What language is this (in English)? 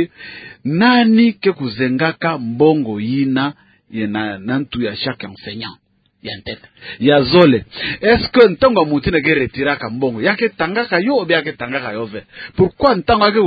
Kituba (Democratic Republic of Congo)